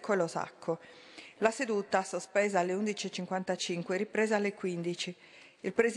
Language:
Italian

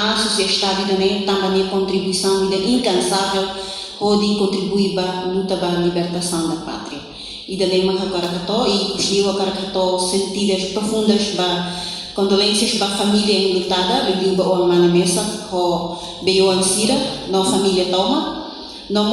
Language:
Tetum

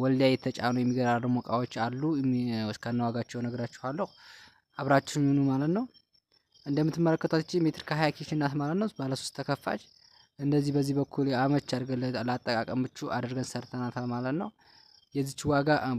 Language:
Amharic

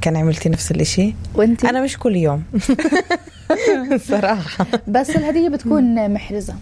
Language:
North Levantine Arabic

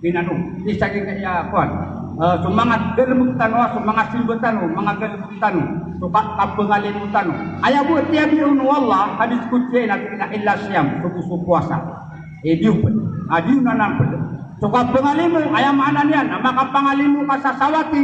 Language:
Maranao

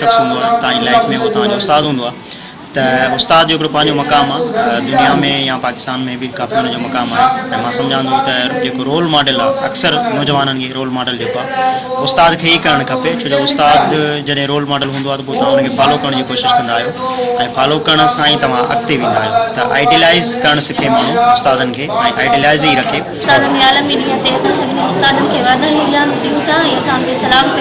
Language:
Sindhi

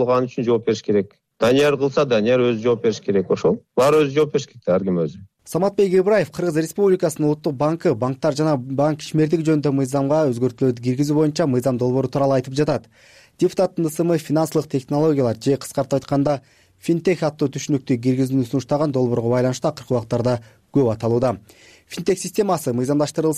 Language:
Kyrgyz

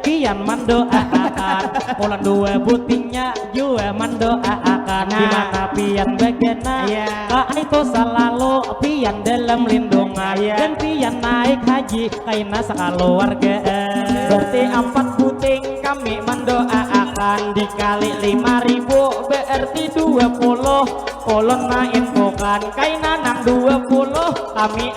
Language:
Banjar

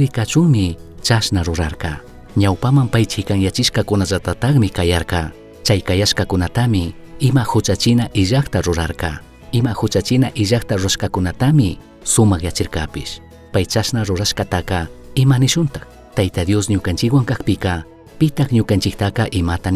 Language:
Chimborazo Highland Quichua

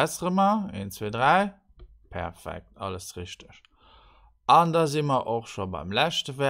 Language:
Luxembourgish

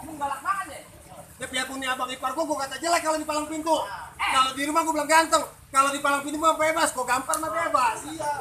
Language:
Betawi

